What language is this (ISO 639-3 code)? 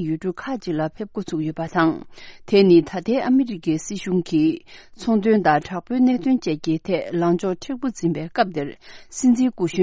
bod